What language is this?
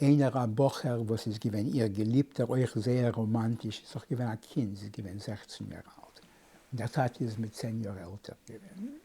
Yiddish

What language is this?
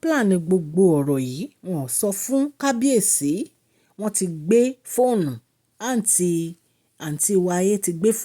Yoruba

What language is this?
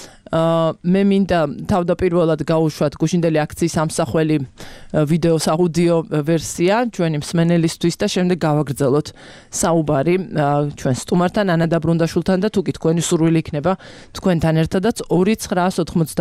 Georgian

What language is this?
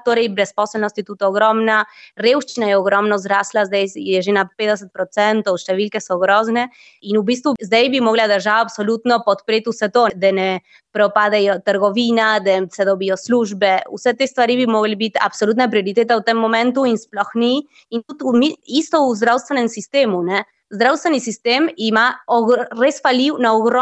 Slovenian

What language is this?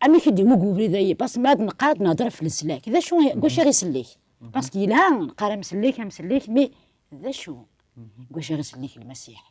Kabyle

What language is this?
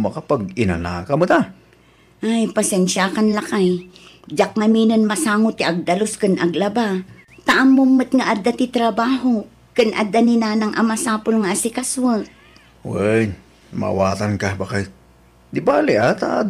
Iloko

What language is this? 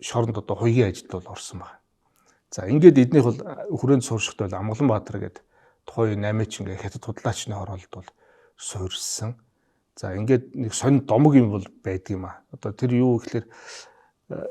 Mongolian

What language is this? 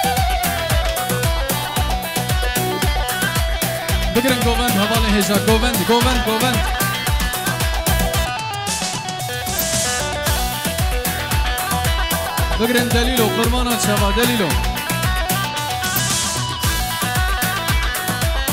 Kurdish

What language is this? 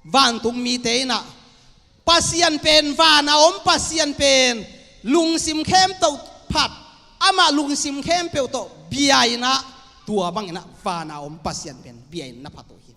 Tedim Chin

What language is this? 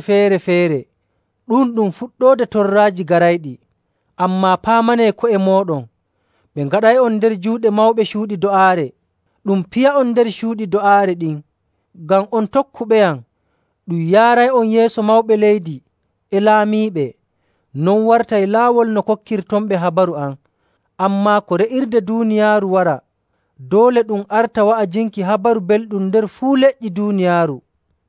Nigerian Fulfulde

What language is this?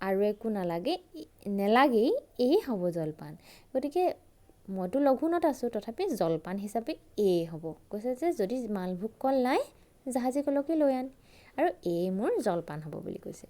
Assamese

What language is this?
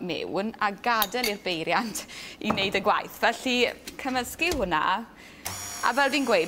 Welsh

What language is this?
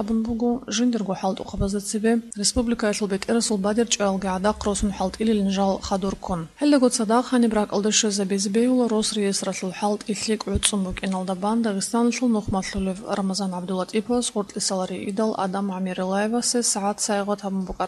Avaric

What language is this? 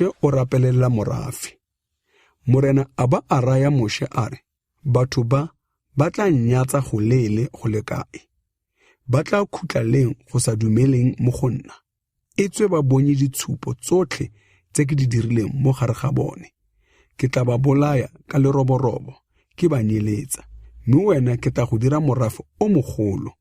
Tswana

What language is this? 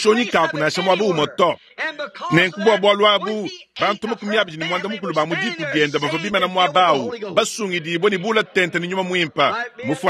Luba-Lulua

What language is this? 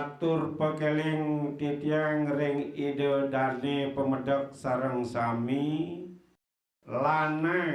Balinese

